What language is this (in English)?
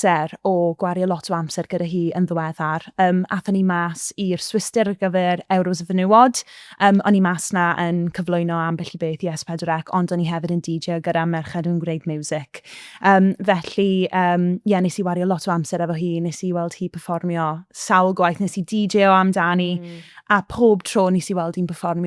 Welsh